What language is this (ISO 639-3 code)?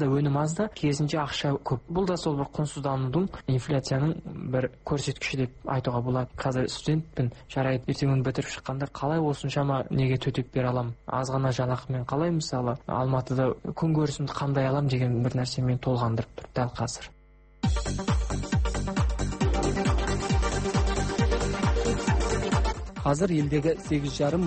kaz